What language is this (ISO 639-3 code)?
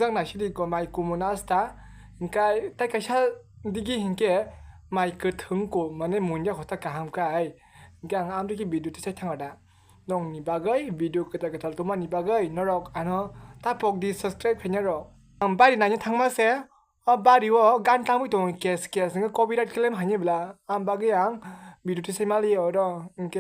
trp